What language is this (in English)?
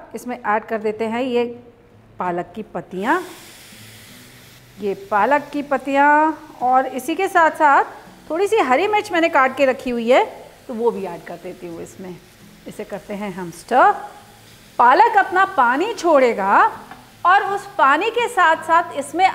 Hindi